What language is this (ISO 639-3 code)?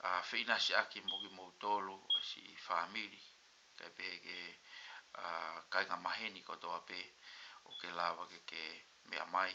ton